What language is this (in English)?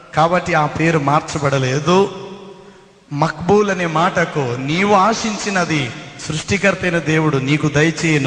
Telugu